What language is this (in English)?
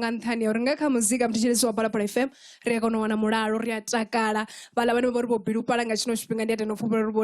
Venda